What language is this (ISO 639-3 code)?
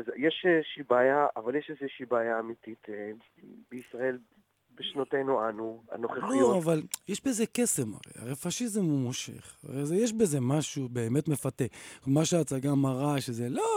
heb